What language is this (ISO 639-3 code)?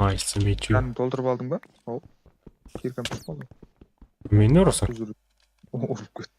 kaa